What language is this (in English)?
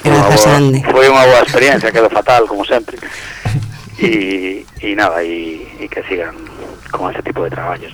Galician